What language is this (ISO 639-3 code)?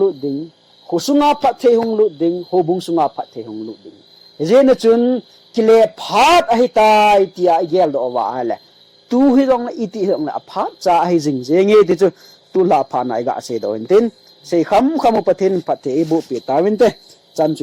tcz